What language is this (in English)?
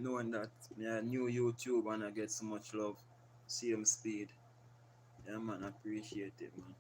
Jamaican Creole English